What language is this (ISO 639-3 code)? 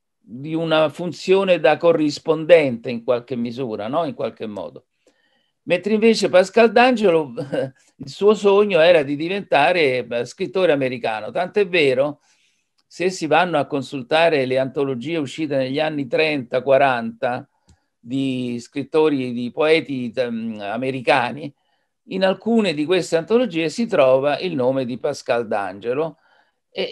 ita